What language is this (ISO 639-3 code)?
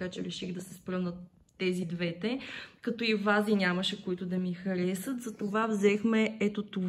bul